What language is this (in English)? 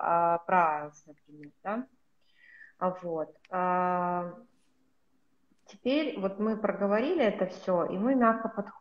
Russian